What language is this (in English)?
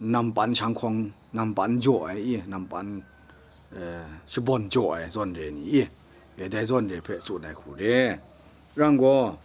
Kachin